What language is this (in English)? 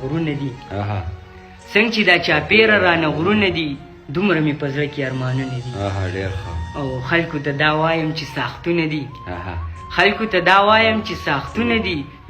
Pashto